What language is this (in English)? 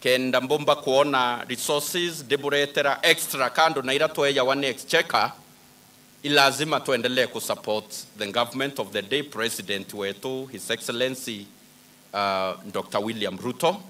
Meru